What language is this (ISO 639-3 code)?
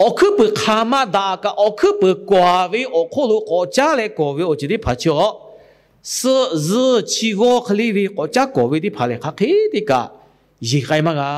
lhu